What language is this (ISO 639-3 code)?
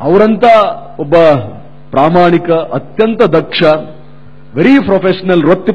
kan